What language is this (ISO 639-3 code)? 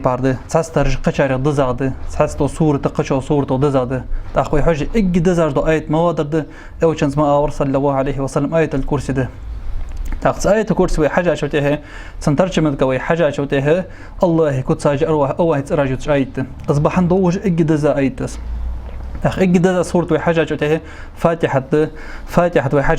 inh